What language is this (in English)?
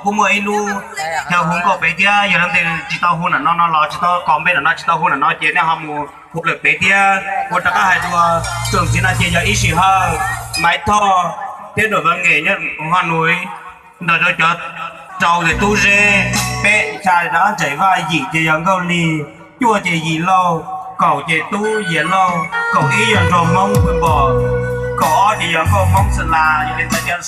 Hmong